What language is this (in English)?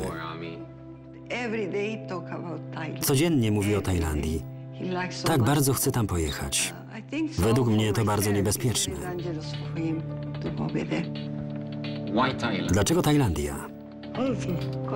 Polish